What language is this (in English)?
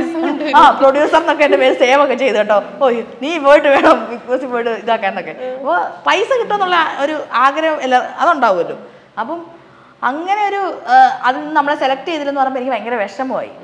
Malayalam